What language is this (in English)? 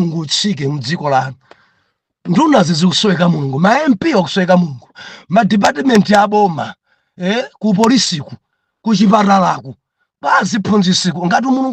Nyanja